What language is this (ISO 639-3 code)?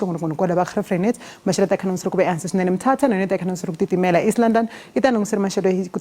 tso